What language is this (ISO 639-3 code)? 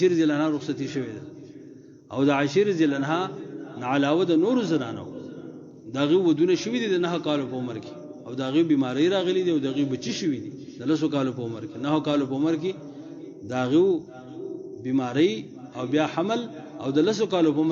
pus